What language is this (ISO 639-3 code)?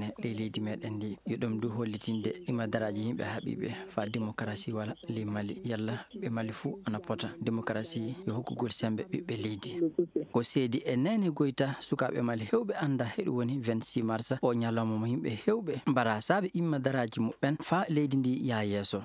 ful